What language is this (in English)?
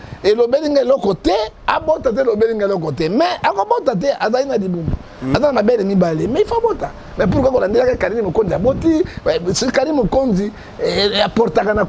Lingala